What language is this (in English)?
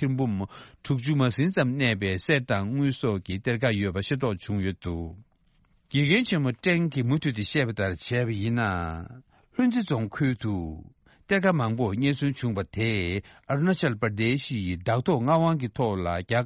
Tibetan